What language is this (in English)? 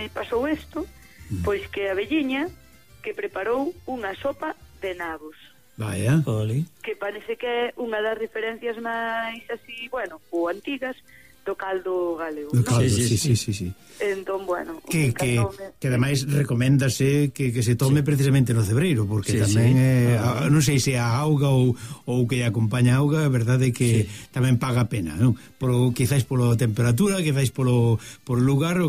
Galician